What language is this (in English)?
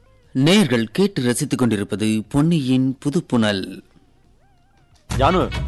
Tamil